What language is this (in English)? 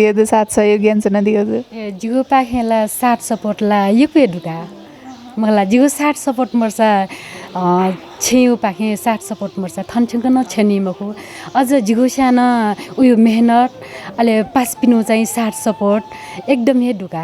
Newari